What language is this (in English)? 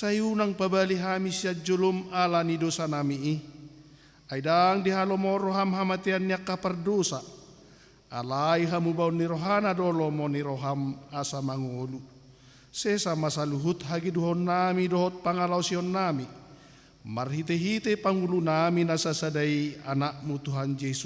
Batak Toba